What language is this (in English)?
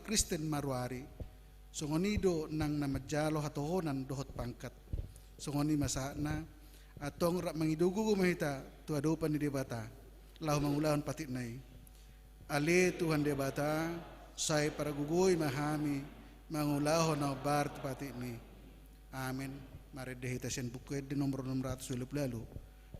Batak Toba